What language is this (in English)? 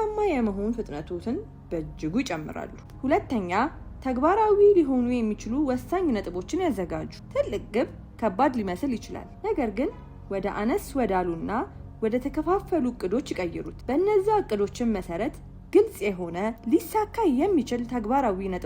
Amharic